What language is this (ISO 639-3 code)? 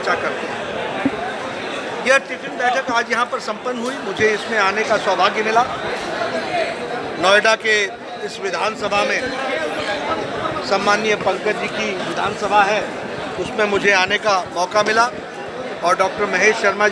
hin